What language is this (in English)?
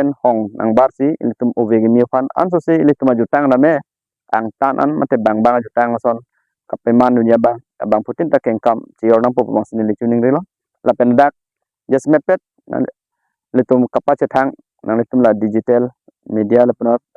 Karbi